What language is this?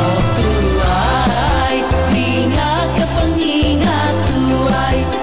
Iban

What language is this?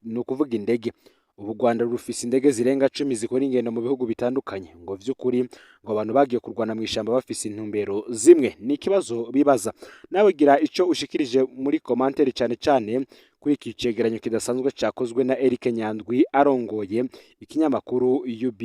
Rundi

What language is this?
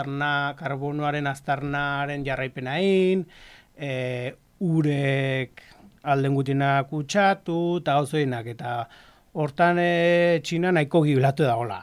Basque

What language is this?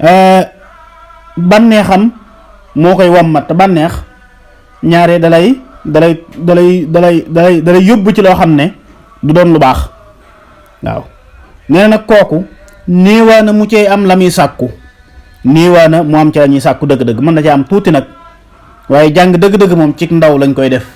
Wolof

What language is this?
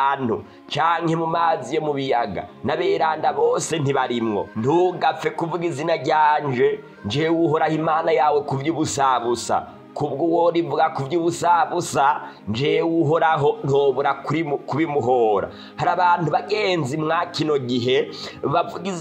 Rundi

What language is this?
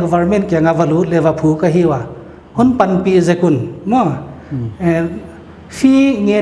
Paite Chin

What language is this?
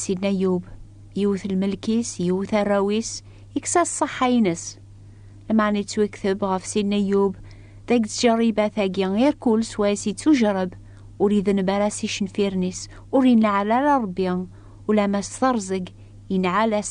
Kabyle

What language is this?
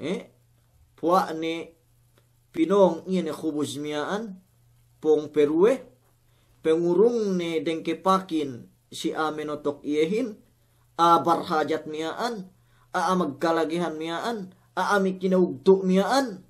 Yakan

